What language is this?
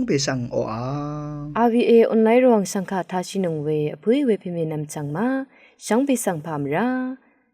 Rawang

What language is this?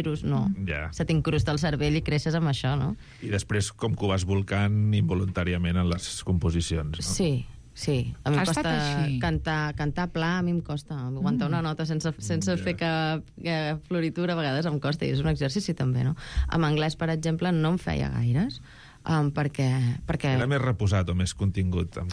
Catalan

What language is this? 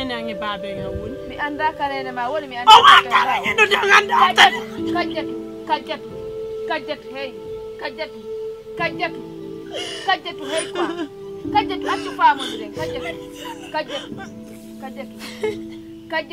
Pular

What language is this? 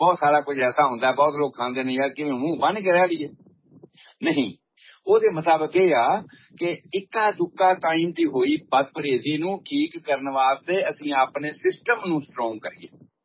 Punjabi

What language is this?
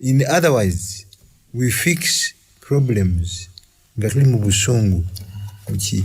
Ganda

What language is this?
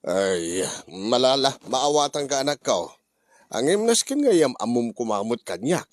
Iloko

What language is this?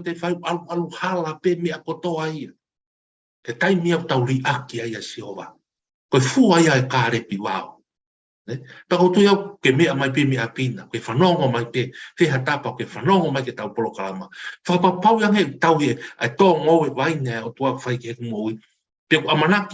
Tongan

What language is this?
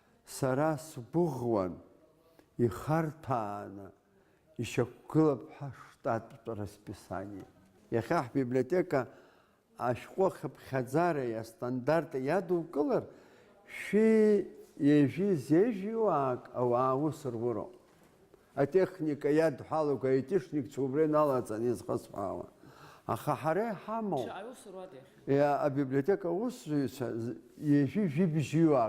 Abkhazian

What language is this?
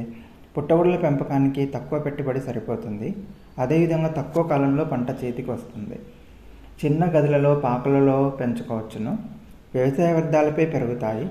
Telugu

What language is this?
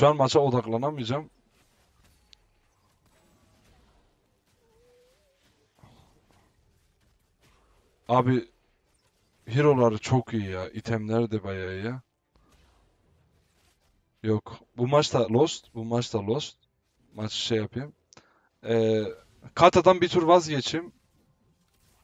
Turkish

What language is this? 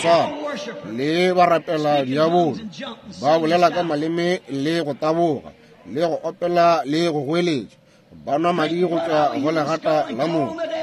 Northern Sotho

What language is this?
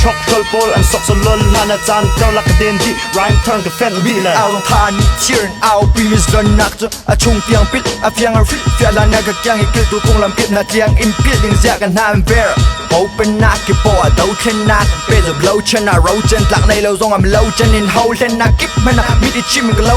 Hakha Chin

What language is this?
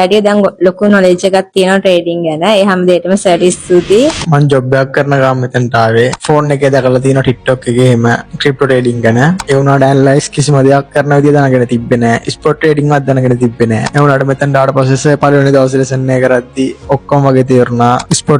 Sinhala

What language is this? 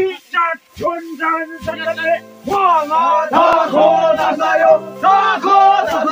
Naga Pidgin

